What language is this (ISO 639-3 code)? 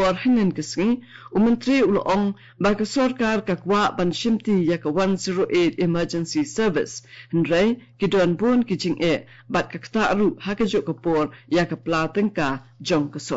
kha